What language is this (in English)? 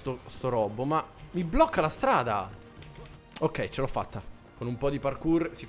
Italian